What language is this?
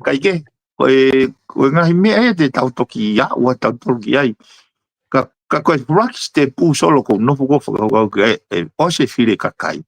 Tongan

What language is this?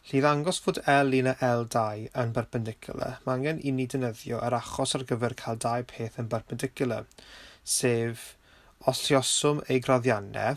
Welsh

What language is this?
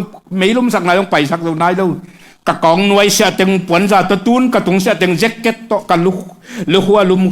Tedim Chin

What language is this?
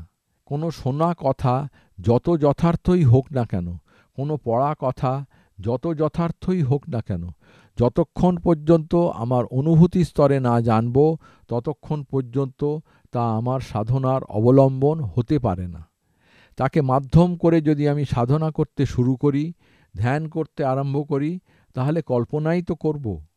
Bangla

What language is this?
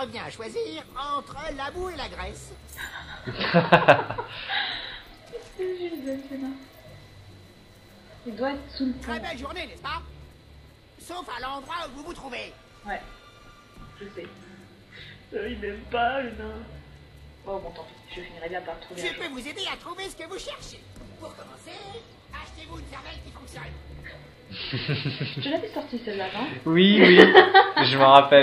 French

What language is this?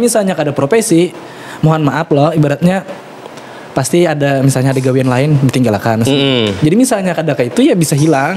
Banjar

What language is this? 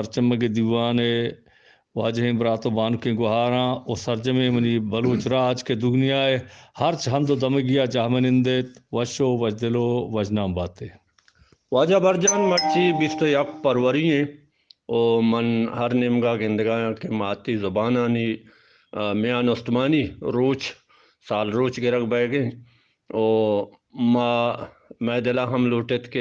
Eastern Balochi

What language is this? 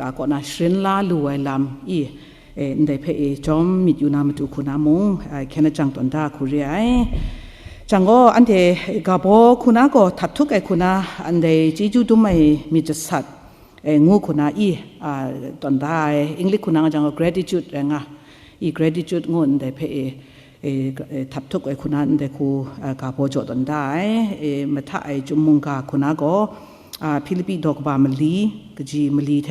Kachin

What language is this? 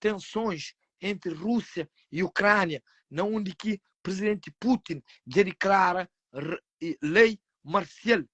Kabuverdianu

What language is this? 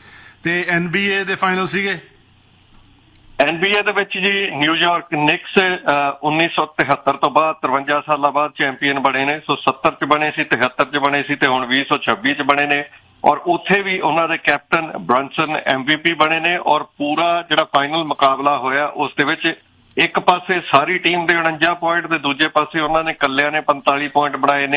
Punjabi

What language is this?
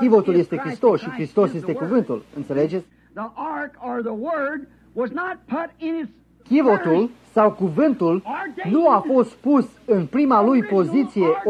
Romanian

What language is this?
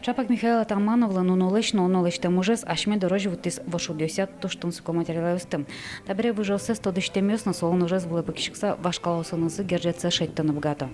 Udmurt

